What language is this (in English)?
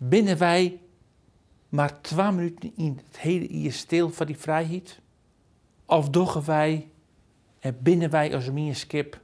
Western Frisian